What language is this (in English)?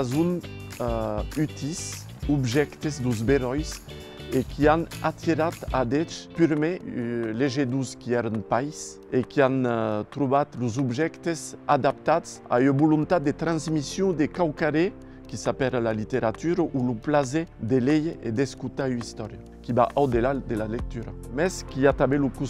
Occitan